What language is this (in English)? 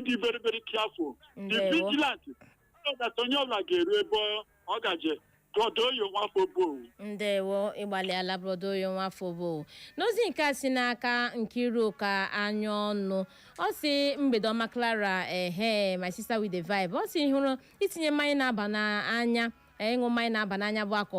Igbo